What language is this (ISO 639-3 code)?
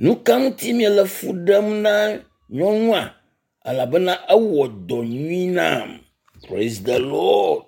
ewe